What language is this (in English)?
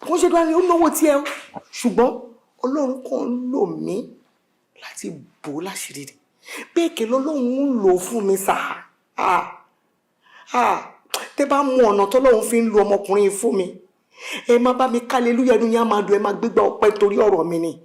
Yoruba